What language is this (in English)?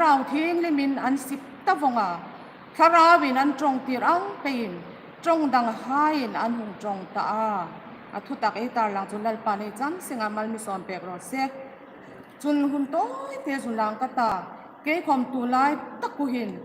Hmar